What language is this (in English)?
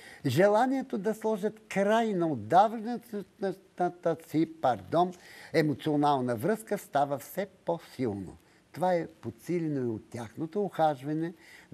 Bulgarian